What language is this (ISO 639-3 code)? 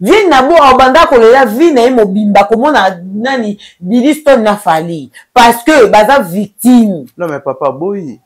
lin